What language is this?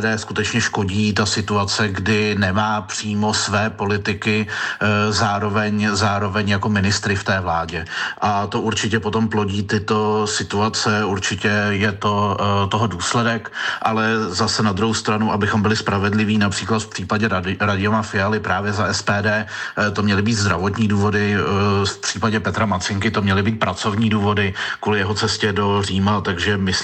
Czech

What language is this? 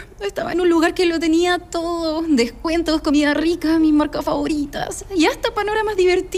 Spanish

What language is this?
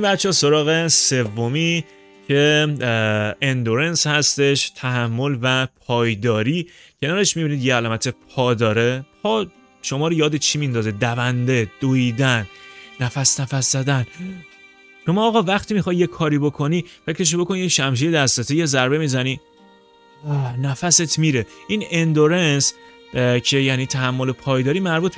Persian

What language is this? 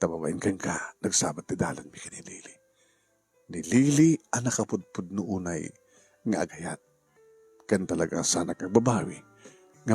Iloko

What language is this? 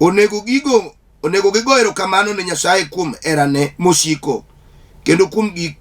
Luo (Kenya and Tanzania)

